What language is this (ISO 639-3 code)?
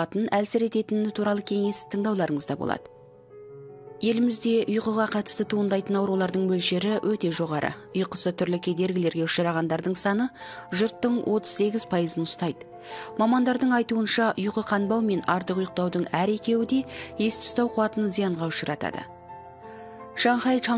kaz